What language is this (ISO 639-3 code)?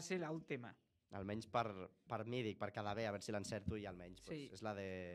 cat